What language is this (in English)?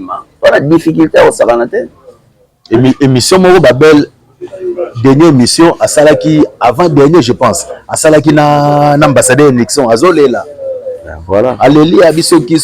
Lingala